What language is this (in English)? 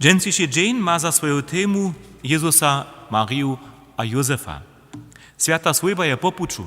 Upper Sorbian